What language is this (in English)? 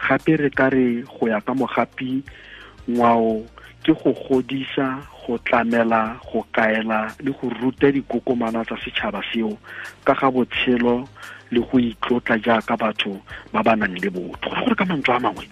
Tswana